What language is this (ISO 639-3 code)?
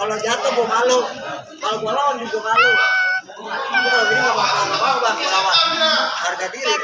bew